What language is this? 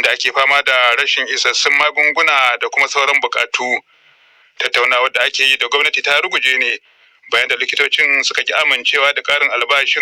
Hausa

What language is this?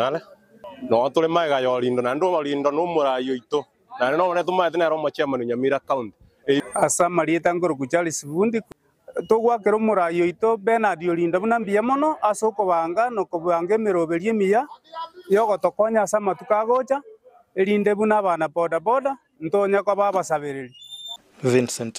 Gusii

